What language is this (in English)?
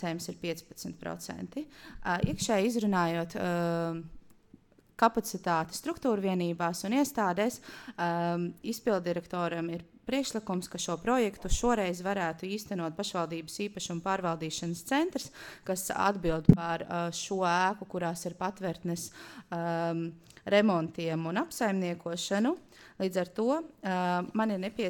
Latvian